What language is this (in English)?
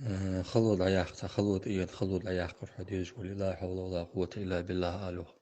Ingush